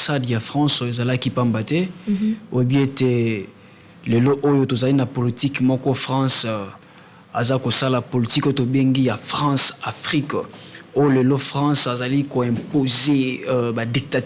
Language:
Lingala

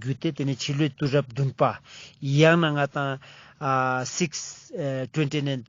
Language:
Ladakhi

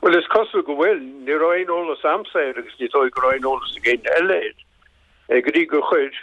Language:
Irish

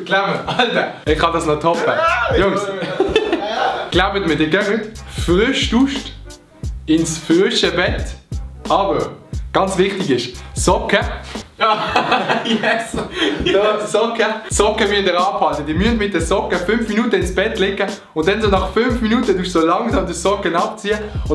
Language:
Swiss German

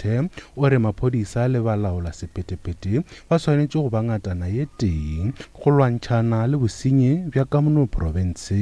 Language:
Northern Sotho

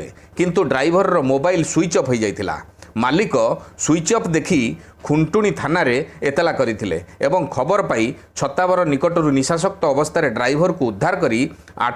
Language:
Odia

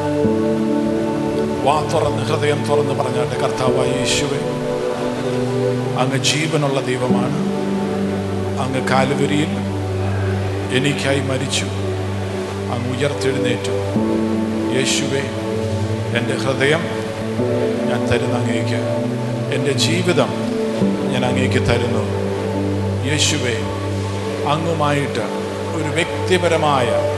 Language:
Malayalam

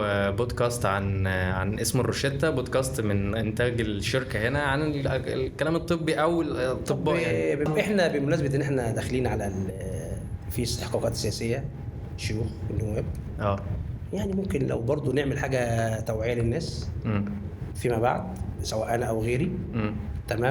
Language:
Egyptian Arabic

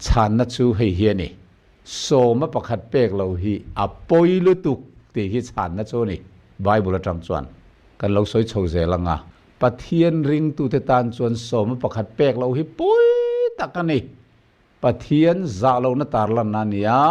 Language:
Mizo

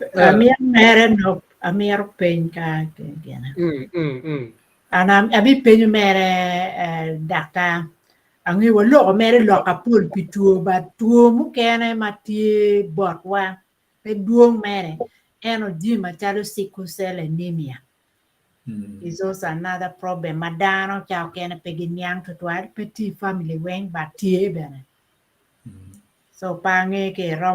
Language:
Acoli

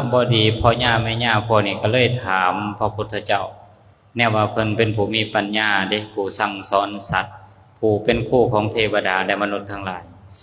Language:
Lao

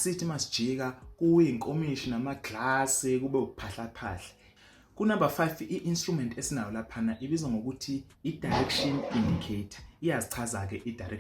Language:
Zulu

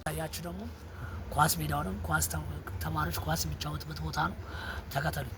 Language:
Amharic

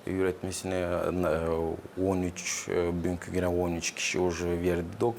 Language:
Gagauz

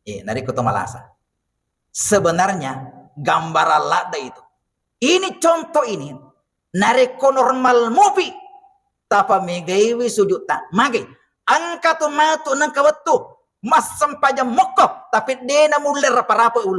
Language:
Buginese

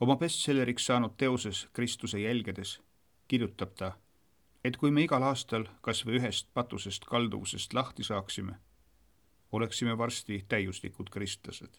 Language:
Estonian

